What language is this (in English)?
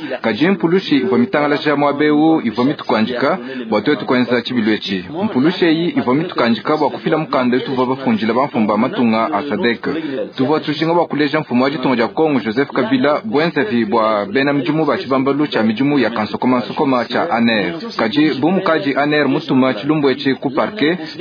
Luba-Lulua